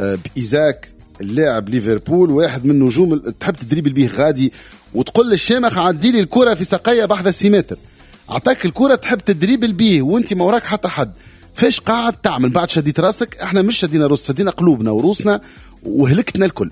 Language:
Tunisian Arabic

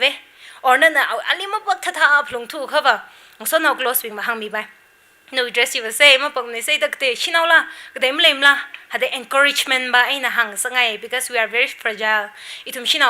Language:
Tangkhul Naga (India)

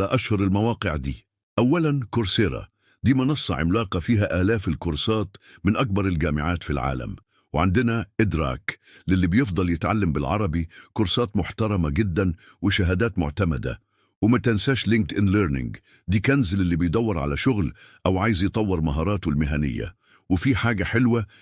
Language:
Egyptian Arabic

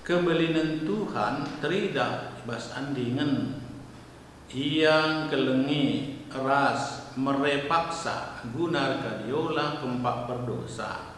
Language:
Batak Karo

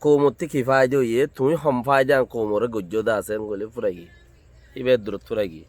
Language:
Rohingya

